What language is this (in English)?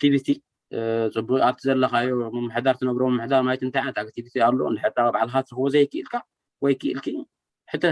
Tigrinya